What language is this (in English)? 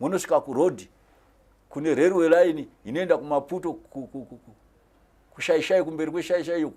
Shona